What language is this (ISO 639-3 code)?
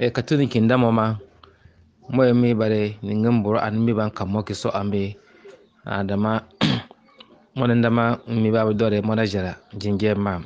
bib